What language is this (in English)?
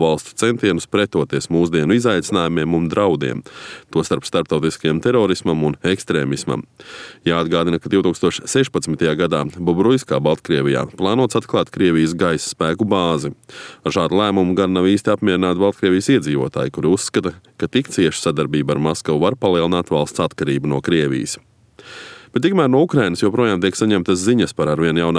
Latvian